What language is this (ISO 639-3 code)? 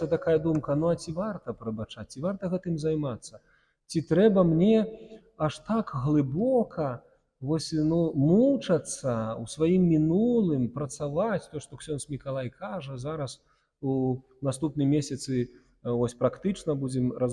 bel